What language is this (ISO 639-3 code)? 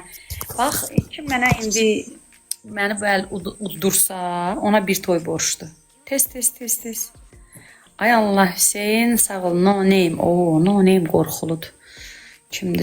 aze